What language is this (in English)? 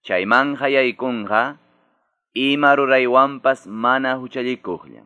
South Bolivian Quechua